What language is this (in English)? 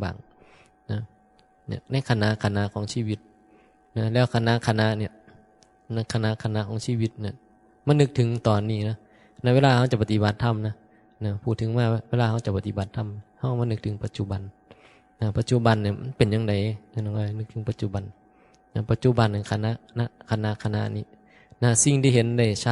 Northeastern Thai